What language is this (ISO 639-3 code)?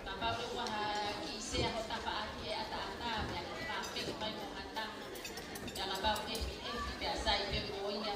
ton